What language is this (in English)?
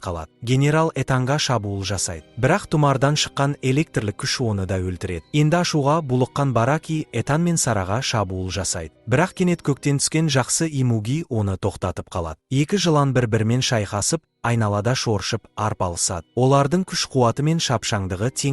Kazakh